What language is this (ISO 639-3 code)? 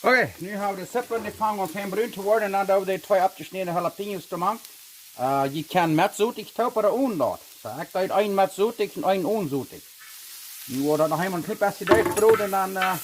pdt